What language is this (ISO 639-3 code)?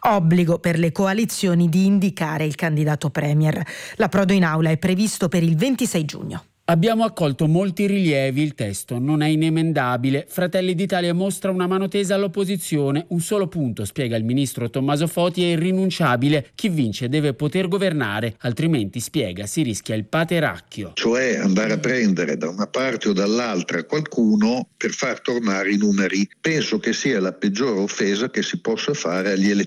ita